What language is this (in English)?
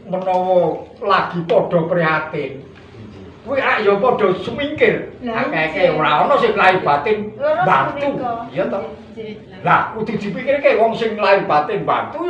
Javanese